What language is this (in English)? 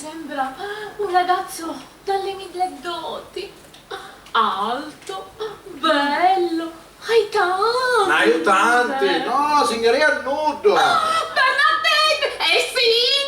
Sicilian